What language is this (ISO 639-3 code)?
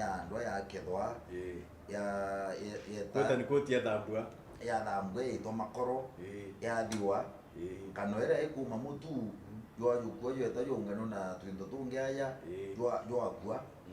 mer